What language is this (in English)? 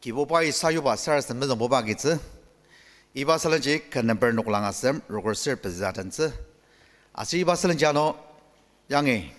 Ao Naga